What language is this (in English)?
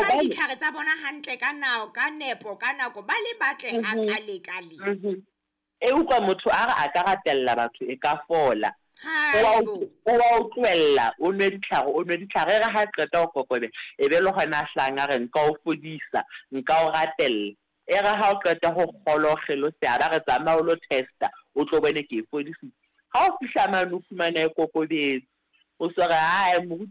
Southern Sotho